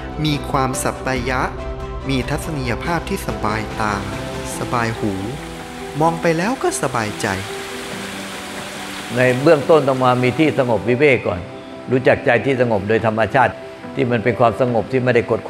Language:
Thai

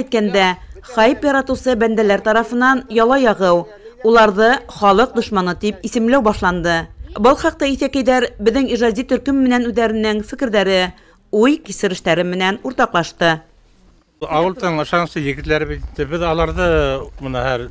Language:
Bashkir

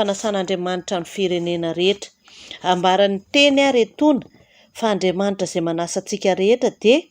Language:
Malagasy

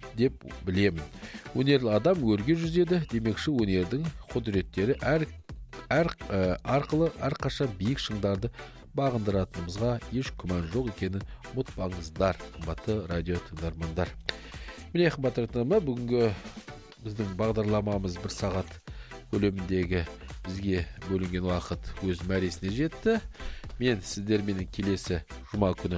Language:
Kazakh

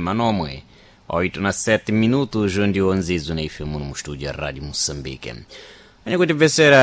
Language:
Sena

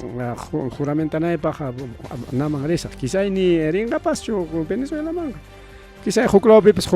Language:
Ayacucho Quechua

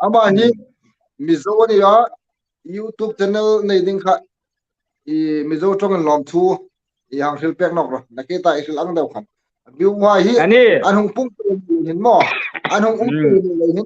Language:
Hmar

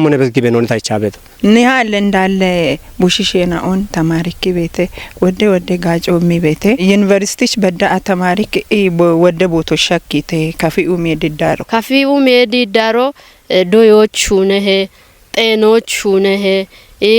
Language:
Kafa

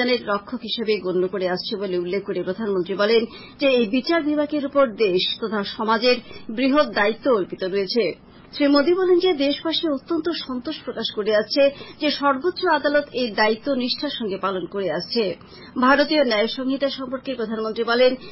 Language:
Bangla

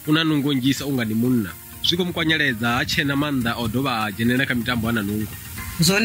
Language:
Venda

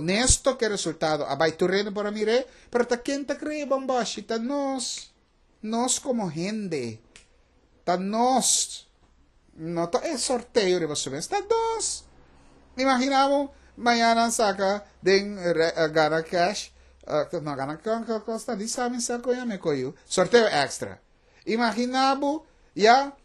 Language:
Papiamento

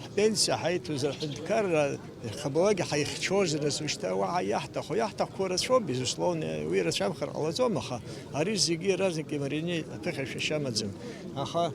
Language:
Abkhazian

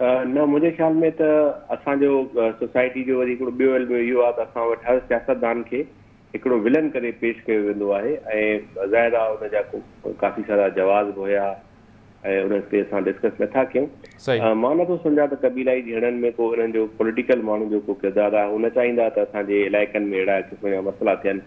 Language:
Sindhi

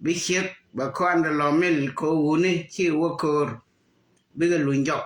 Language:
Nuer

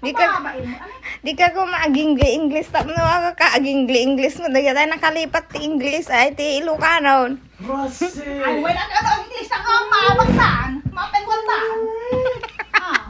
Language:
Iloko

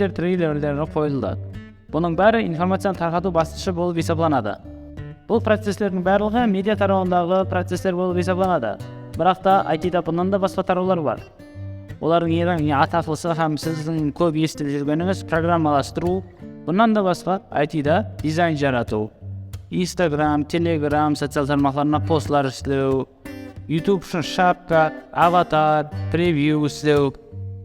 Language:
Kara-Kalpak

